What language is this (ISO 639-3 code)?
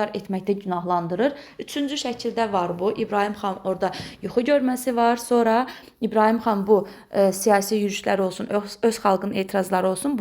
aze